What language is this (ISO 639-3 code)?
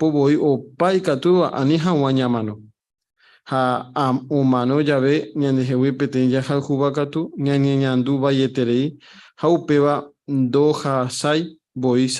grn